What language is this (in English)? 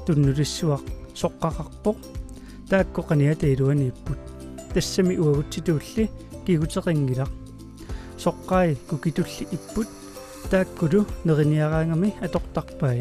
Kalaallisut